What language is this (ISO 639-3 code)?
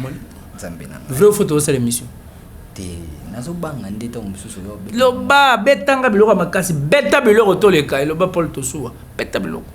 lin